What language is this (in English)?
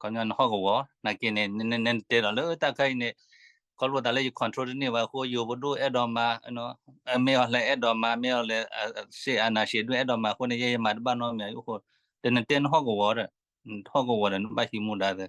S'gaw Karen